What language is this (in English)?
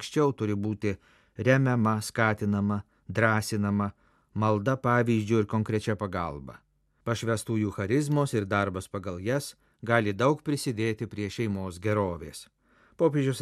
Lithuanian